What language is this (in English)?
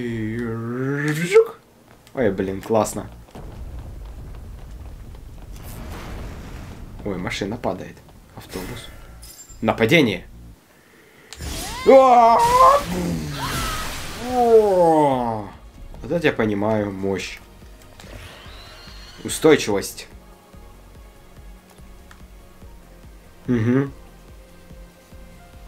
Russian